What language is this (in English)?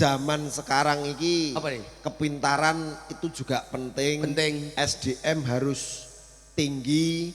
Javanese